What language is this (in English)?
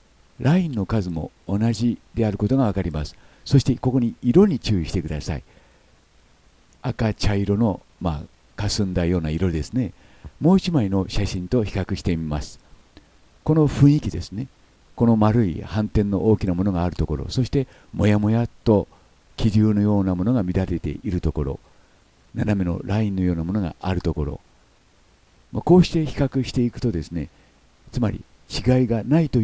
Japanese